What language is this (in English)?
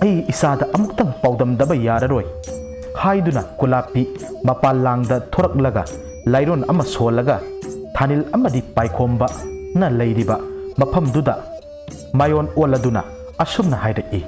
Manipuri